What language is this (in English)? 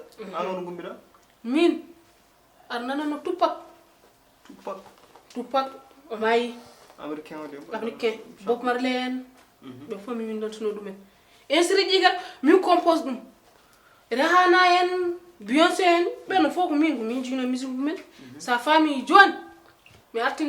Fula